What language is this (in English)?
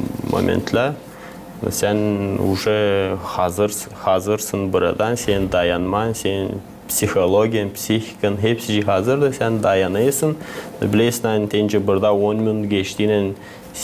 Gagauz